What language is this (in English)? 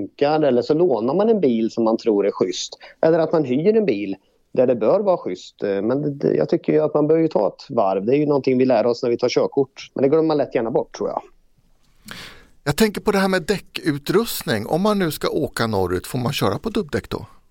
Swedish